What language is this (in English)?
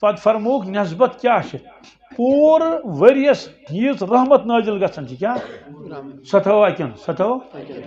Kashmiri